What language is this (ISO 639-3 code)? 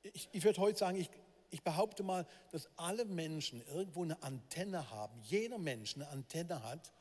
gsw